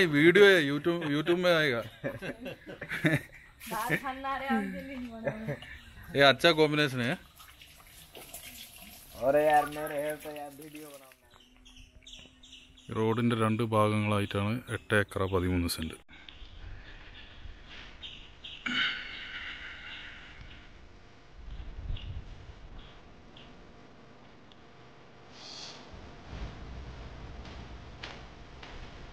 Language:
Malayalam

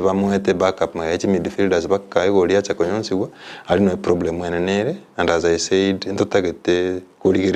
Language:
Gusii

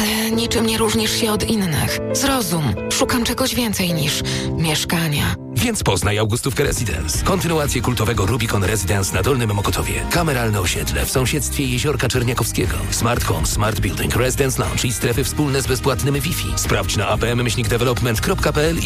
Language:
Polish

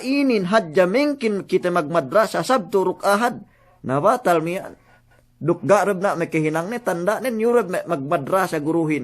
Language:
Yakan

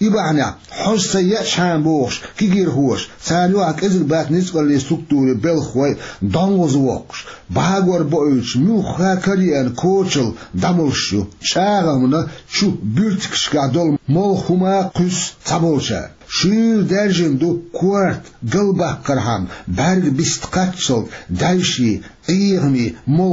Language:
Chechen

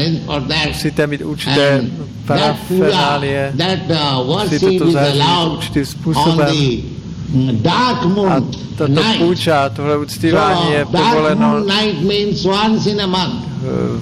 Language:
Czech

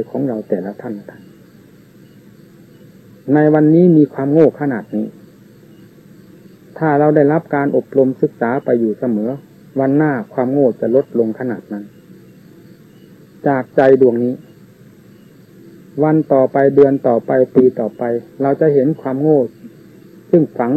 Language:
Thai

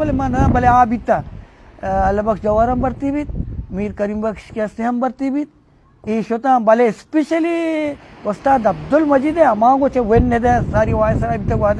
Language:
Baluchi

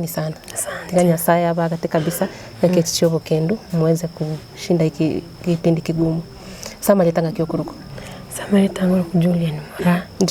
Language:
Gusii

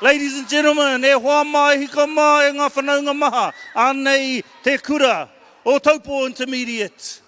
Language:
Māori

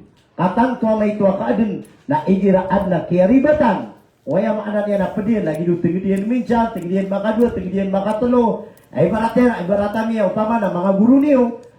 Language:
Maranao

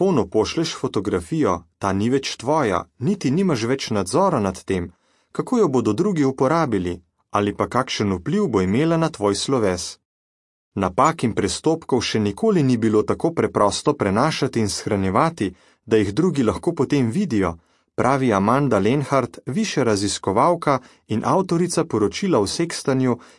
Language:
Slovenian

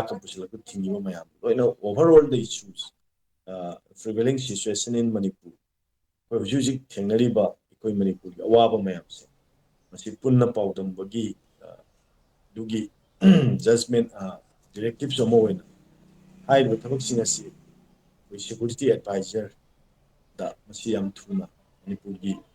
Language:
Manipuri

